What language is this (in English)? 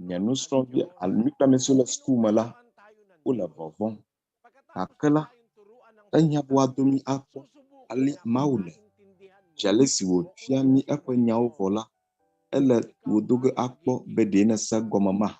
Ewe